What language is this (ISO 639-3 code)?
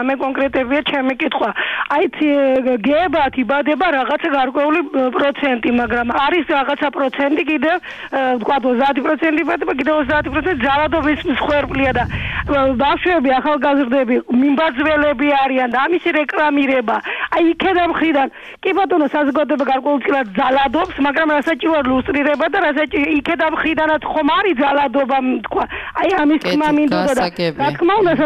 kat